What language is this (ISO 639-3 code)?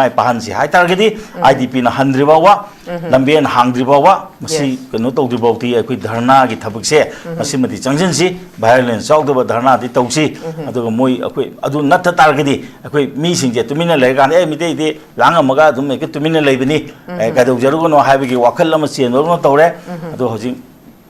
mni